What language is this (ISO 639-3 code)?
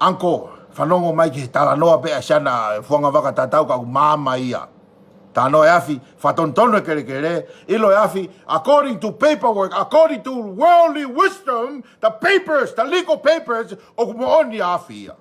ton